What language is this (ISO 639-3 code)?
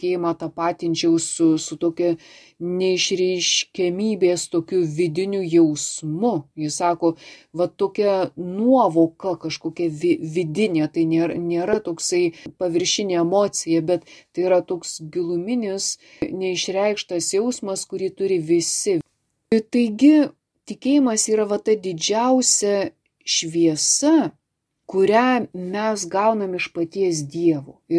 lit